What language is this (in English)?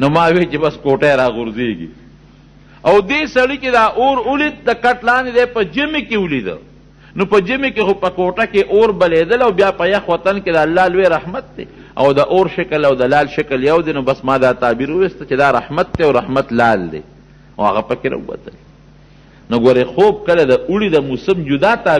Pashto